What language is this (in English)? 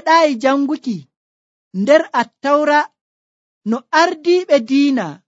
Nigerian Fulfulde